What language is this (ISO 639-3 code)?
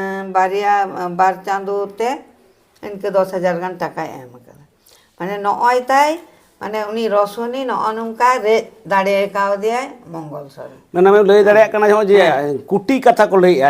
sat